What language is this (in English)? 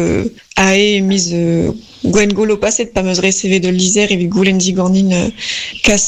Breton